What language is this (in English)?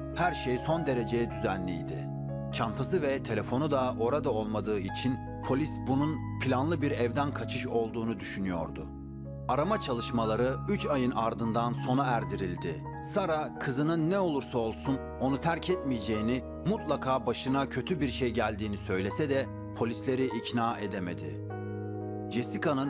Turkish